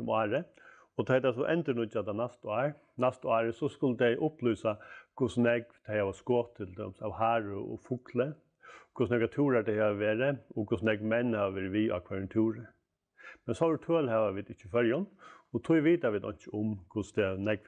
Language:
Faroese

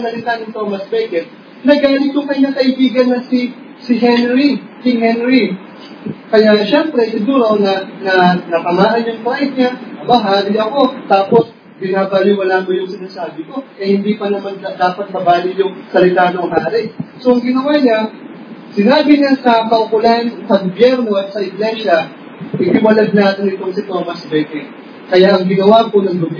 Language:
Filipino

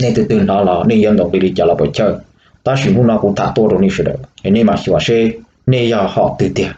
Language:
Hmong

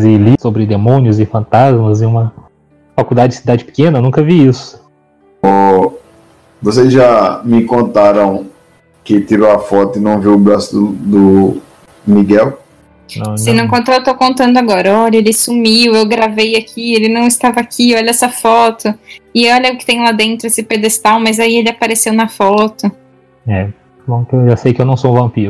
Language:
Portuguese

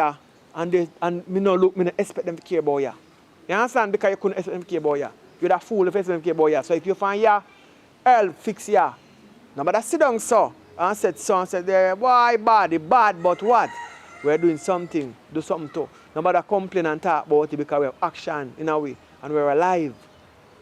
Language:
Jamaican Creole English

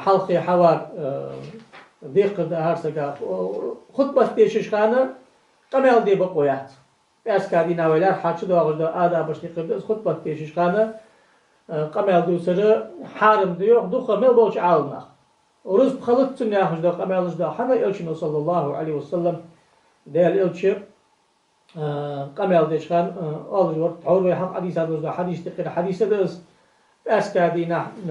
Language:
Ingush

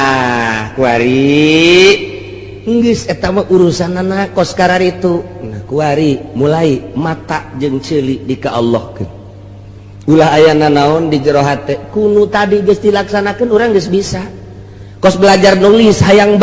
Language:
Sundanese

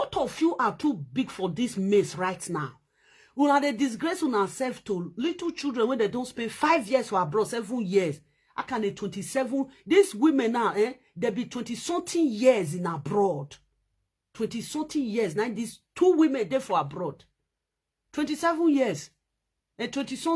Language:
Nigerian Pidgin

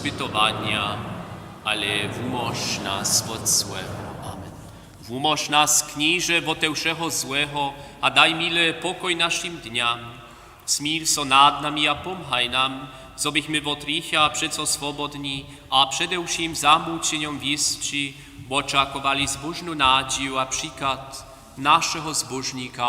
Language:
Upper Sorbian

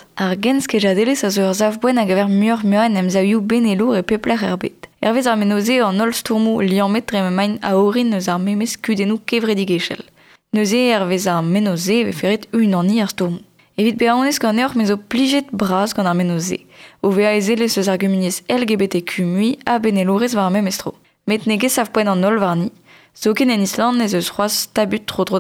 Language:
Breton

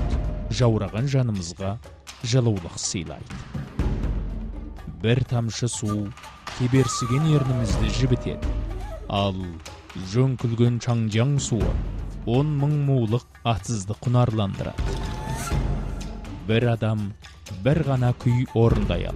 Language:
Kazakh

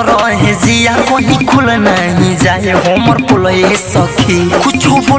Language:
Bhojpuri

